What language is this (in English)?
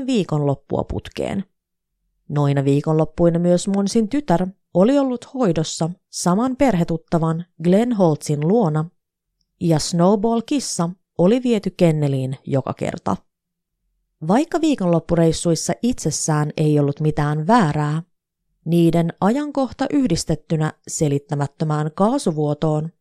Finnish